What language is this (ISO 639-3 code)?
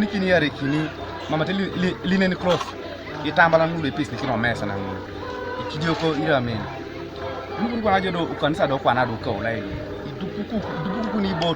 teo